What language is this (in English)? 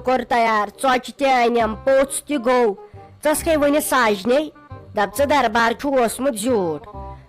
Kashmiri